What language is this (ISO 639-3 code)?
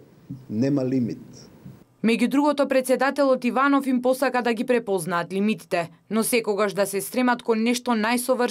mkd